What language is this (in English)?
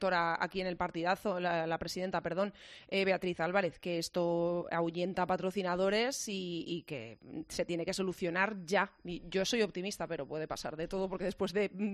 Spanish